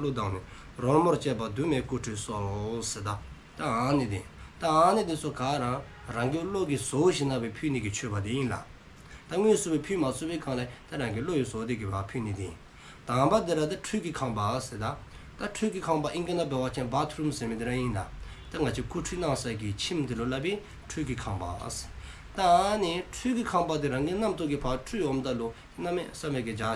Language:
Dzongkha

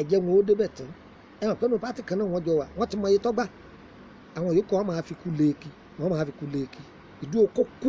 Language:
Yoruba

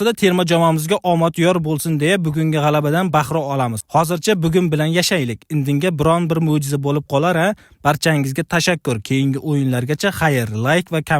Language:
Uzbek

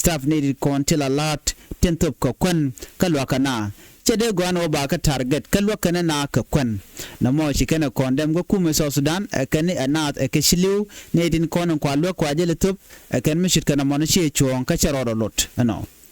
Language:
Nuer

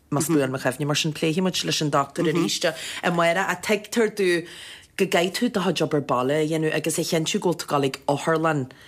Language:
Irish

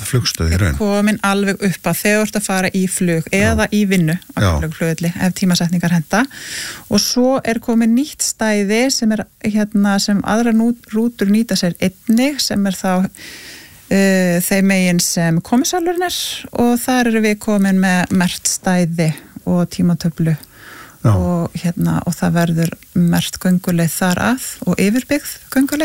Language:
Icelandic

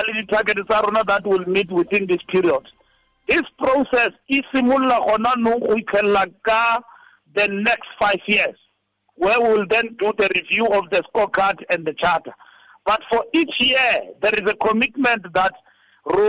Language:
Tswana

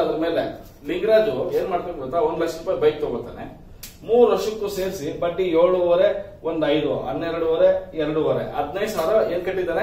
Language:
Kannada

